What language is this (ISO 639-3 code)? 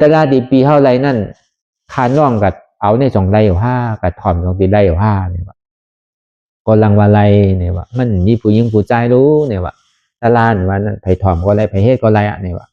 shn